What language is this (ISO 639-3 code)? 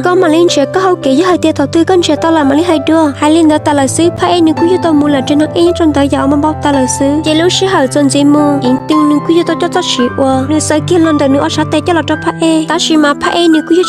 hmn